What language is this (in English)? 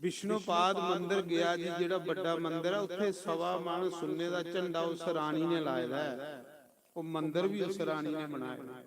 Dogri